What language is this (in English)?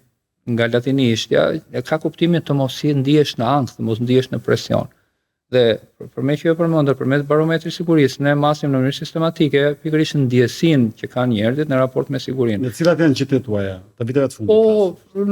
Albanian